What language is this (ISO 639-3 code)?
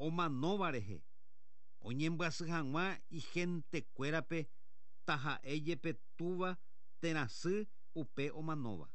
grn